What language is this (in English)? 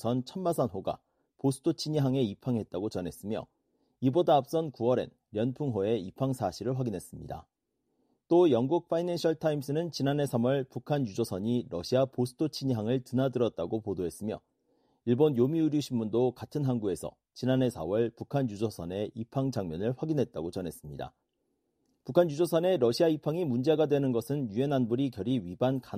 Korean